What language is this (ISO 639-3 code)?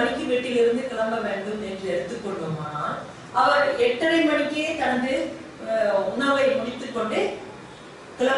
tam